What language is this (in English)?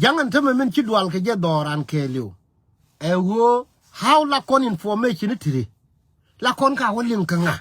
Nuer